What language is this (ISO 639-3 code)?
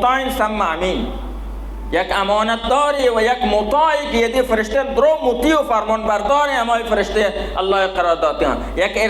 bal